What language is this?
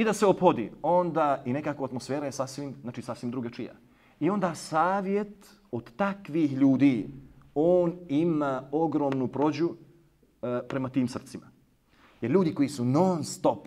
Bosnian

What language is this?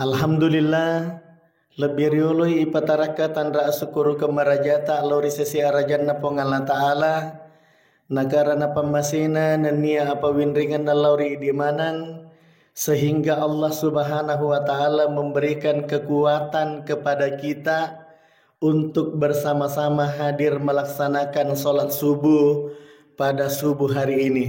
Buginese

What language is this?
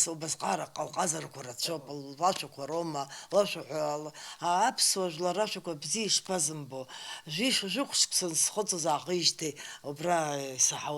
Abkhazian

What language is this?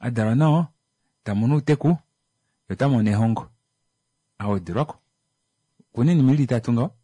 Kuanyama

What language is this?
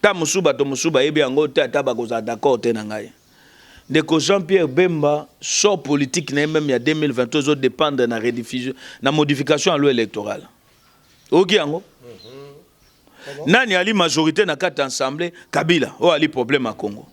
Lingala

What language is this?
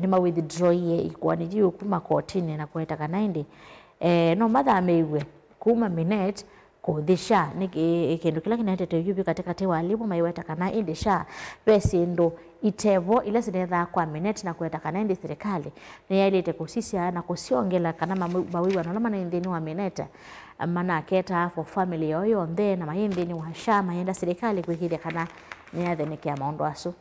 Kamba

